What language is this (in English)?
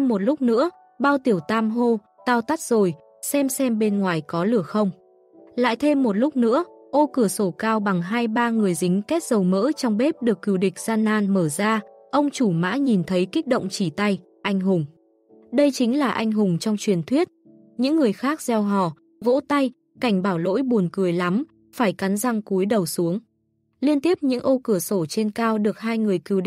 Vietnamese